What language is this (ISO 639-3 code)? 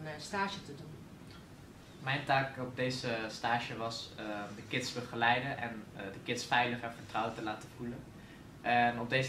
nld